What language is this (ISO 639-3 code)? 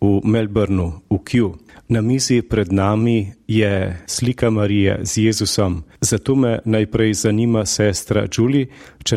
slv